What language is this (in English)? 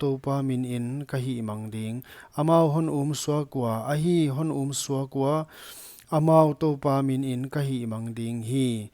Paite Chin